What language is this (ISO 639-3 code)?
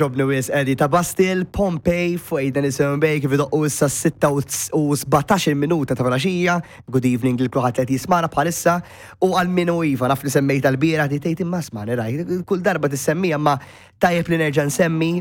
mlt